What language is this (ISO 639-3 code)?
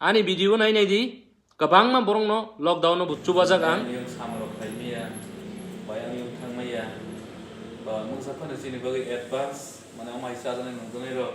trp